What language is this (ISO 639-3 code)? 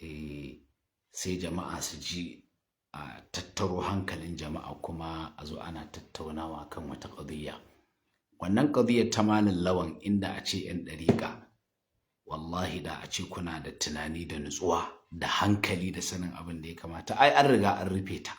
hau